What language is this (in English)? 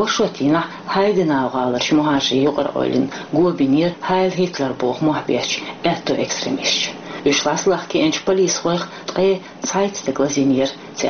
Chechen